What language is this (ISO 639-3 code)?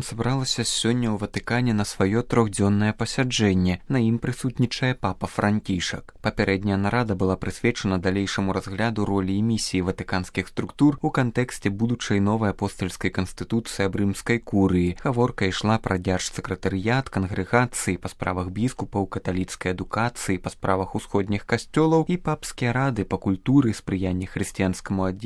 bel